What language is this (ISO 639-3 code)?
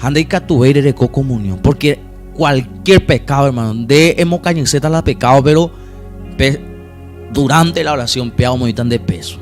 grn